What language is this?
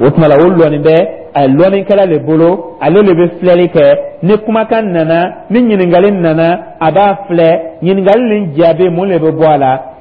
Dyula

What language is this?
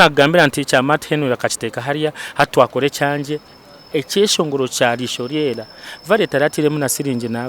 Nyankole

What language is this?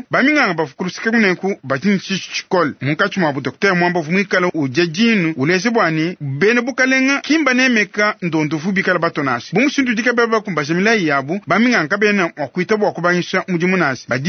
Luba-Lulua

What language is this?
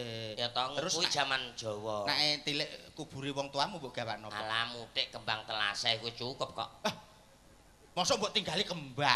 Javanese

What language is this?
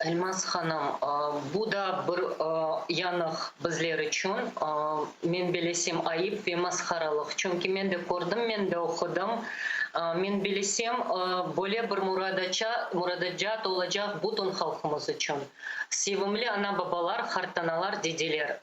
Crimean Tatar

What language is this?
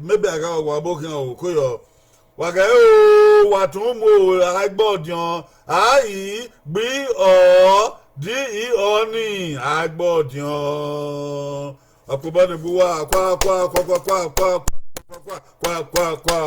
Bini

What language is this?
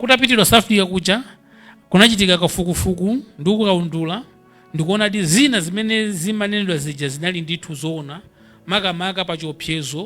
Nyanja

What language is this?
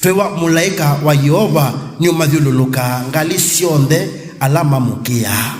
Kamba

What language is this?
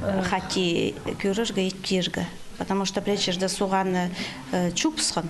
Khakas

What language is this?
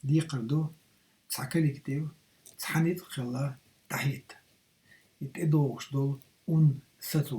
Chechen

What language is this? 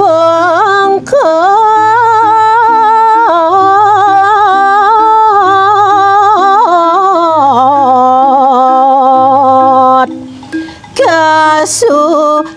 Balinese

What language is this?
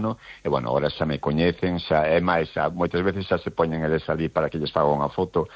Galician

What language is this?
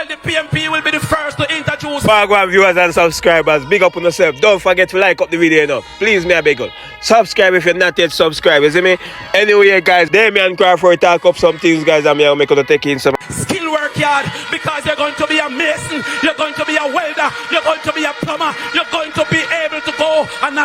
Jamaican Creole English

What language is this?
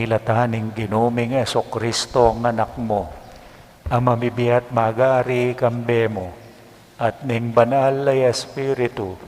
Pampanga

